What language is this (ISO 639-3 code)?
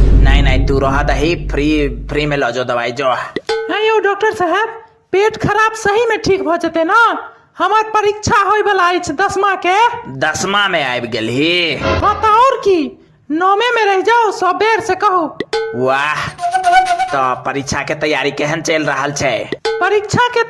mai